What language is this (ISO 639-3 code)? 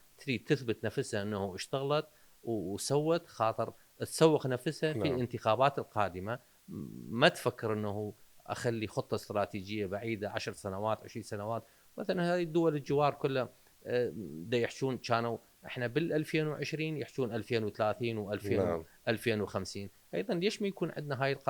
acm